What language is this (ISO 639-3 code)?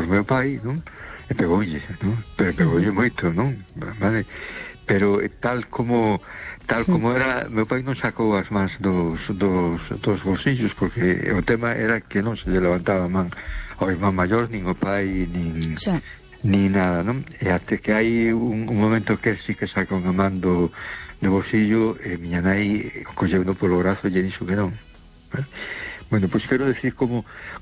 glg